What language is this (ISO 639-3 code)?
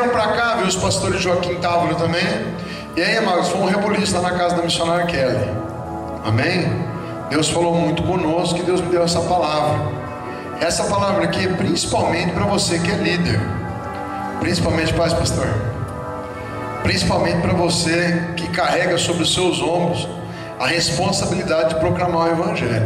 por